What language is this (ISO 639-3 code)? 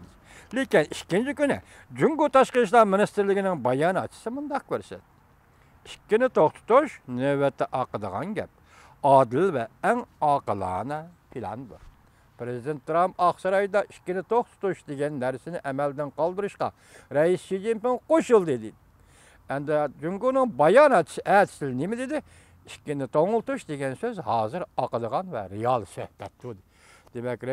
uig